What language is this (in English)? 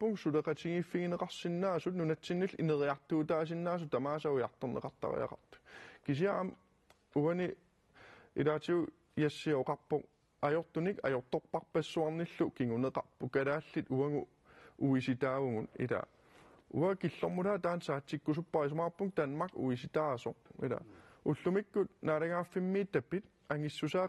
Kalaallisut